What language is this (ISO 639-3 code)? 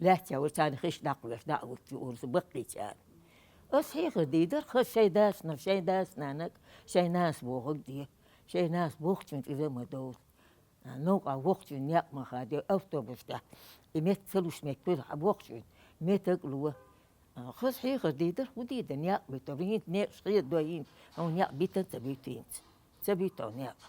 che